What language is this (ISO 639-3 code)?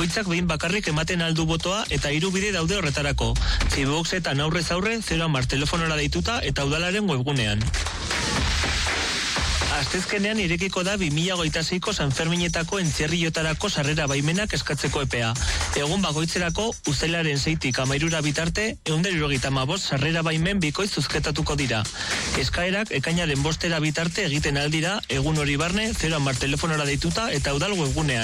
eus